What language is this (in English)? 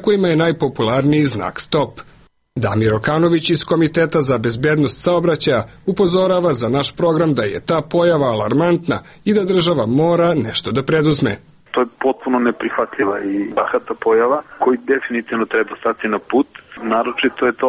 Serbian